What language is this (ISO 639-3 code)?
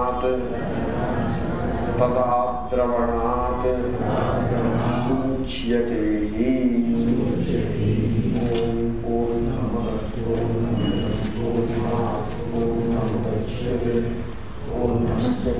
tel